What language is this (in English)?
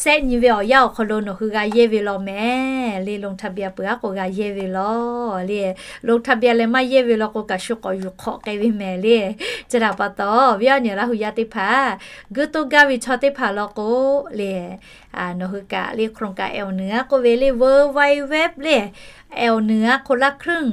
Lahu